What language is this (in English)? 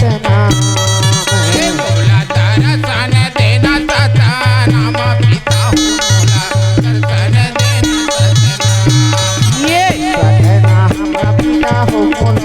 Chhattisgarhi